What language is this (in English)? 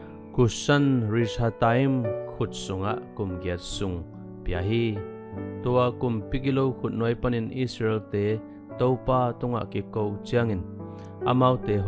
Tedim Chin